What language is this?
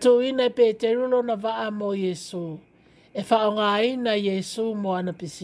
Samoan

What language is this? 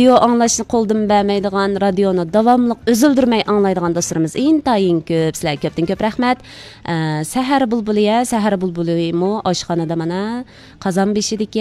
Uyghur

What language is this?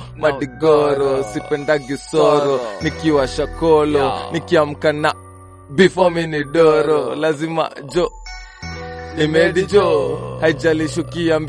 Swahili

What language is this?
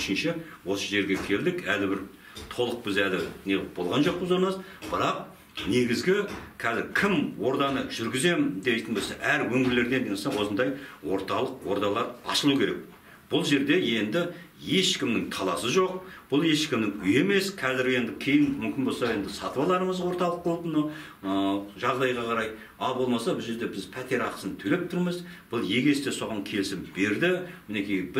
Kazakh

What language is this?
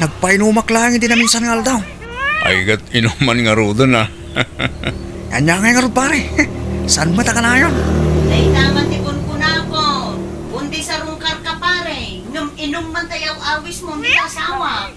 Iloko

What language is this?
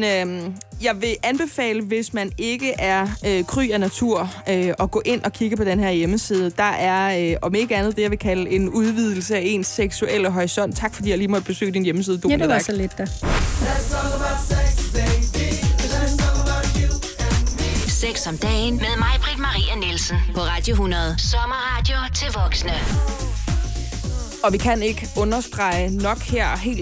Danish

